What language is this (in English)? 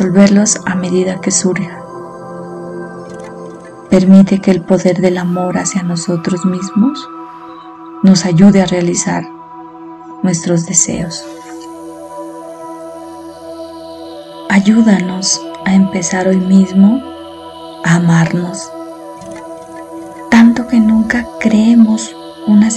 Spanish